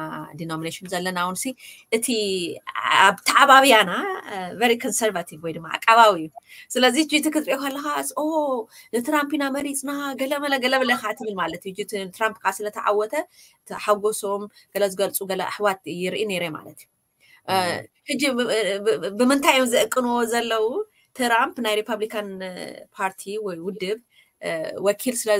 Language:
Tigrinya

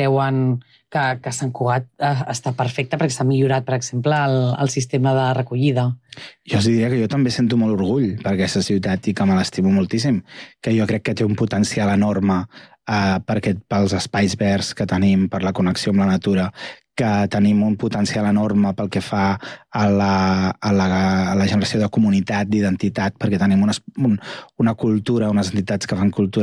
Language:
Catalan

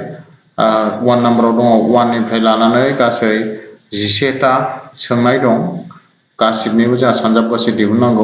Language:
Bodo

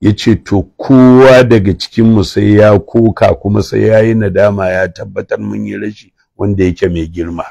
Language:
Hausa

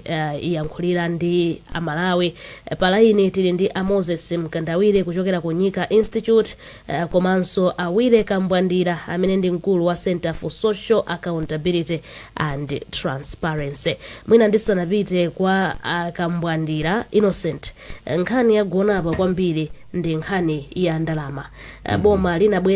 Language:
Nyanja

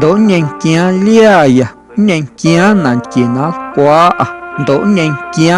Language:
Guerrero Amuzgo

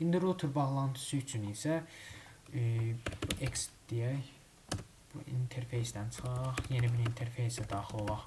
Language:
Azerbaijani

